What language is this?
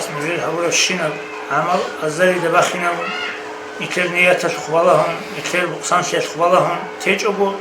Avaric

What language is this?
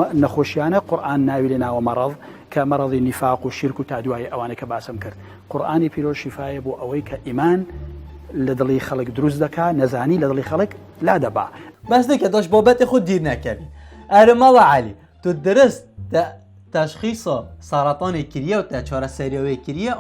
Kurdish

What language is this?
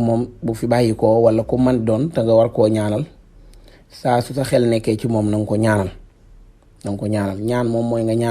Wolof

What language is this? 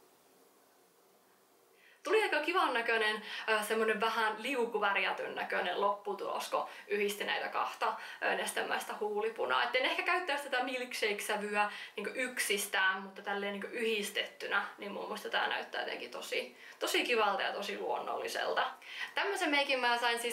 Finnish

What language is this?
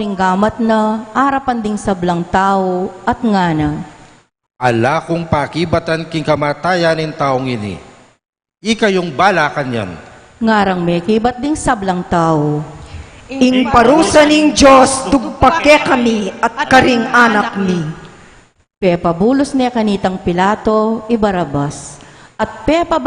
Pampanga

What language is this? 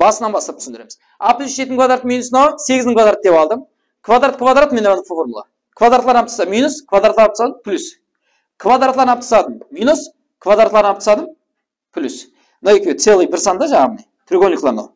Kara-Kalpak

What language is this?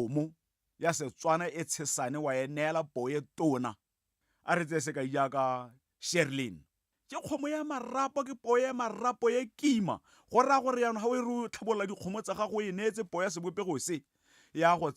Tswana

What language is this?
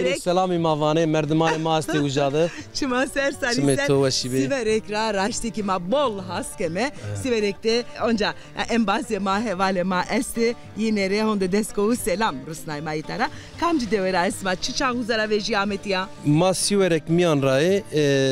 Zaza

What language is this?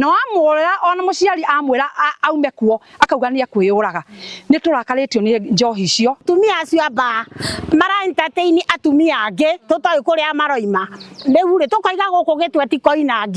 Kikuyu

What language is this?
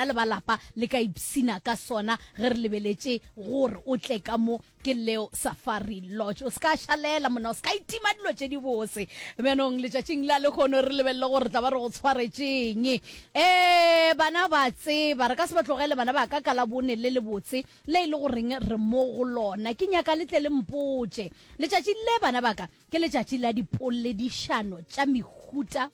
Northern Sotho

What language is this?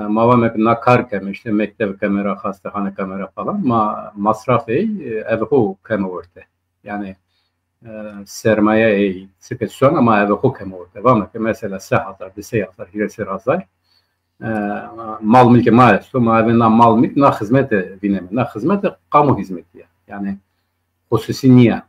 Zaza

